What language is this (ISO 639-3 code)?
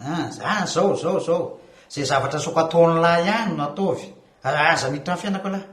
mlg